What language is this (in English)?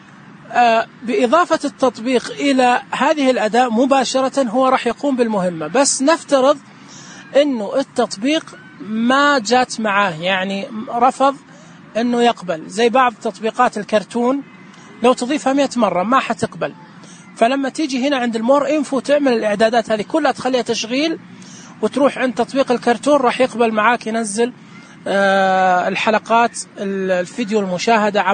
Najdi Arabic